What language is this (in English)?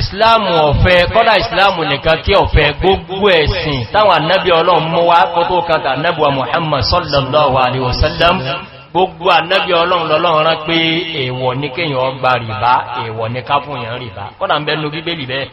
Yoruba